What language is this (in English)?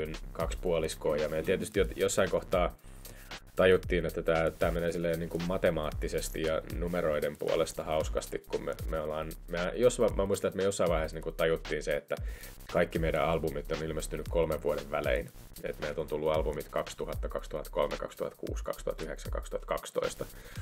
Finnish